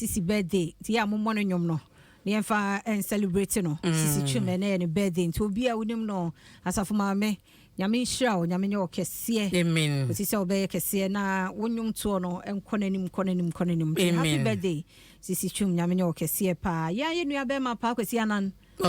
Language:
Akan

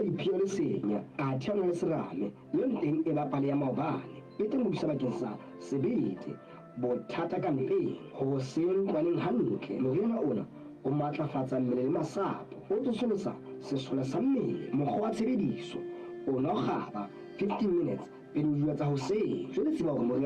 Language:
Southern Sotho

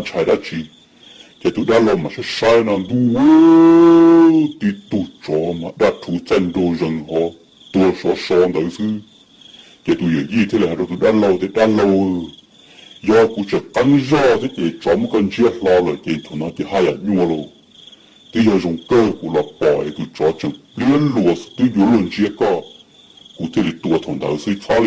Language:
Hmong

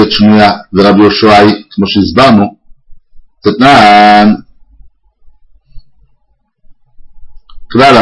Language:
Hebrew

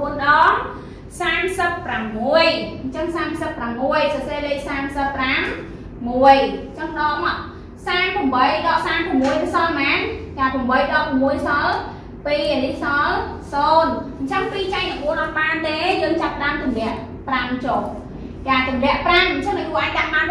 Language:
Khmer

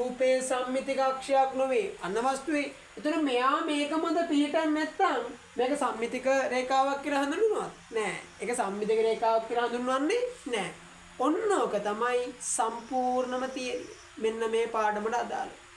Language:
Sinhala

